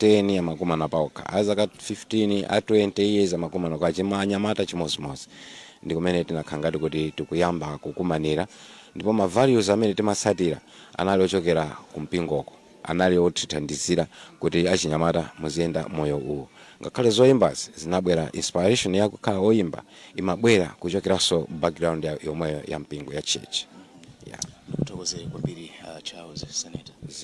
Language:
Nyanja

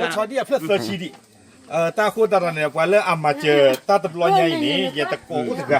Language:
S'gaw Karen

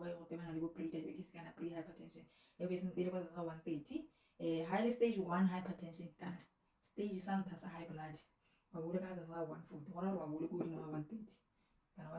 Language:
Tswana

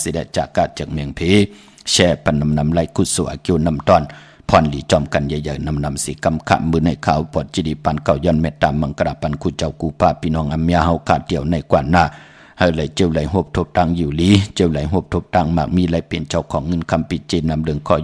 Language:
Shan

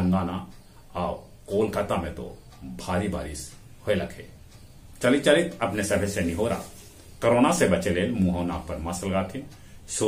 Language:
Magahi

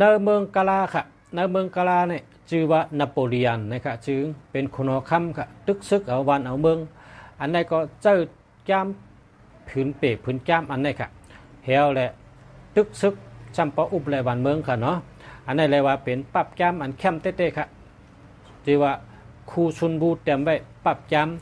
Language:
Shan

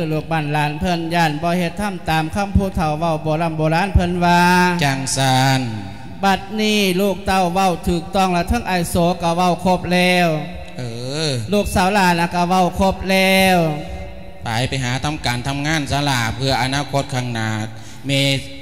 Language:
Lao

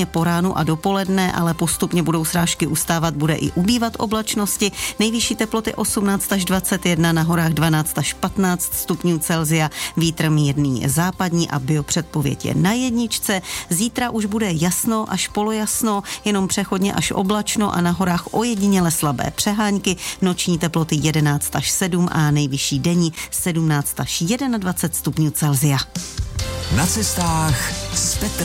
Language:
Czech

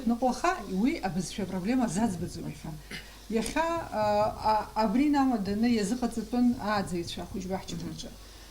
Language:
Abkhazian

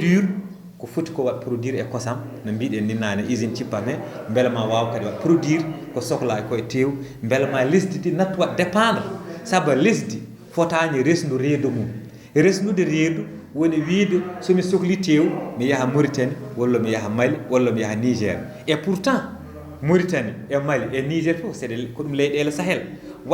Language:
Fula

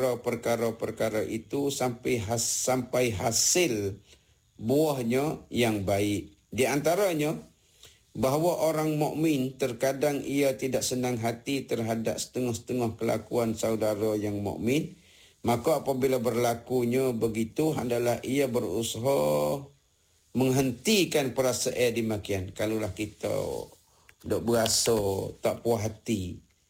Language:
Malay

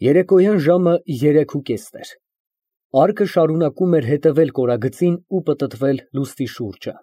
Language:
Armenian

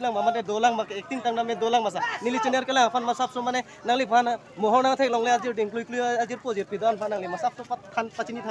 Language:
Karbi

